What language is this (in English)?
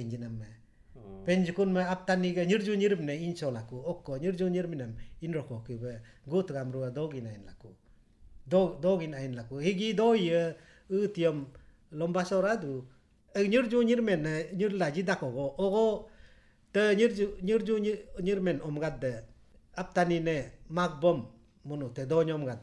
Galo